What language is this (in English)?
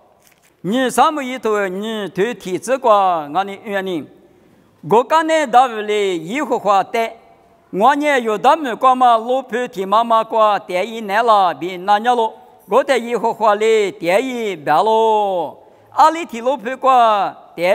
Lisu